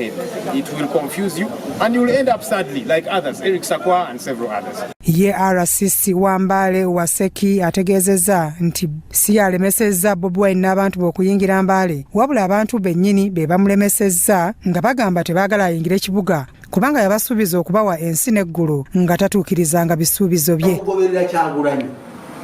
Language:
Ganda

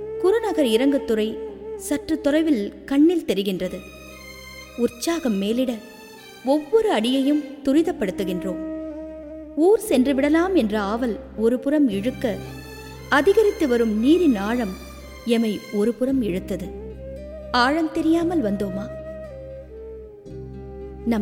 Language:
Tamil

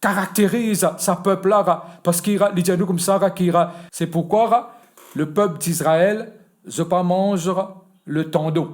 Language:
Morisyen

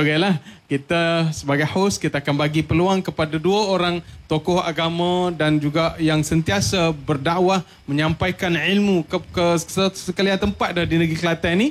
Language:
Malay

